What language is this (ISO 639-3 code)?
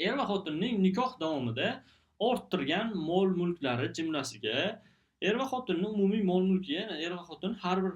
uzb